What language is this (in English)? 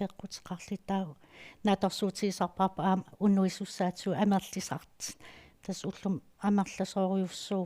Kalaallisut